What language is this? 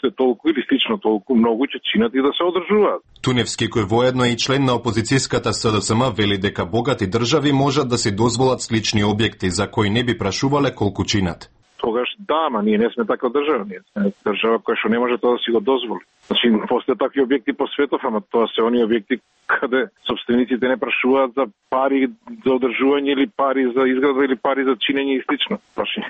Macedonian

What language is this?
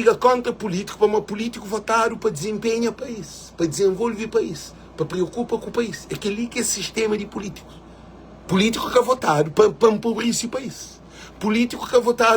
Kabuverdianu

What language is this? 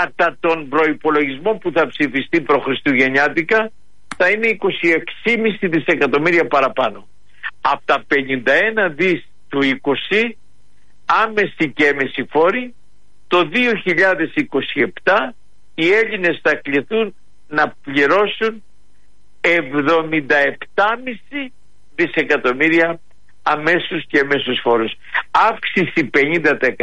Greek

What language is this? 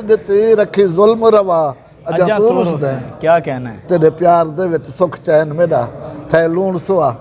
Saraiki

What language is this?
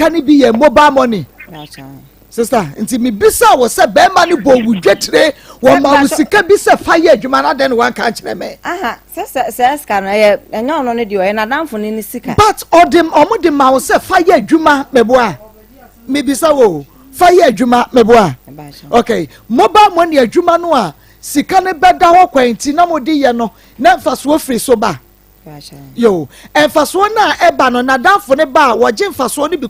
Akan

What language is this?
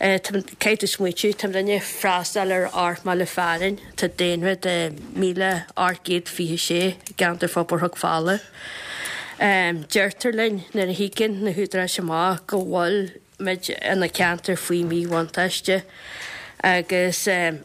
Irish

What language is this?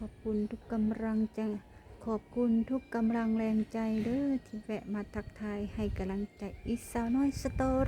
Lao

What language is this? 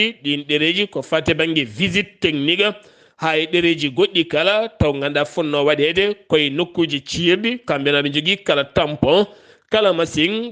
Fula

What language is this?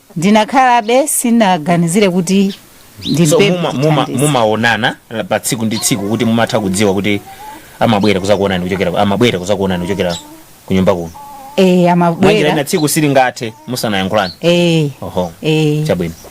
Nyanja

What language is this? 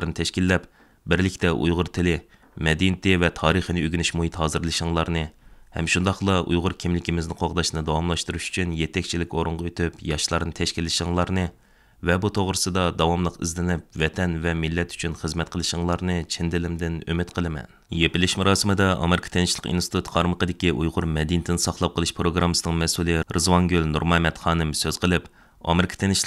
Uyghur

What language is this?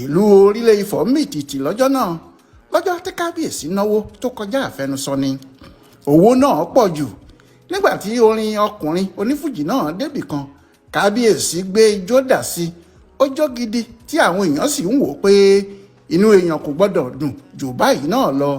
Yoruba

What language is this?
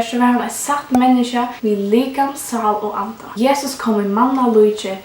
Faroese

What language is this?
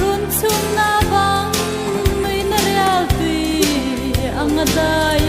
Hmar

